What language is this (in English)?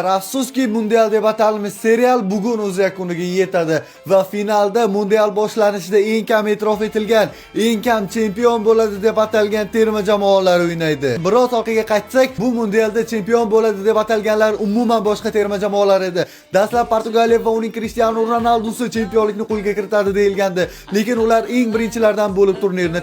Uzbek